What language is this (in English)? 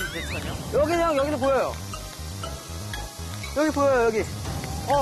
Korean